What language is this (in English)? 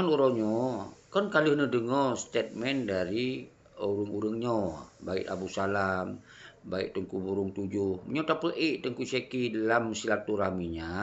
Achinese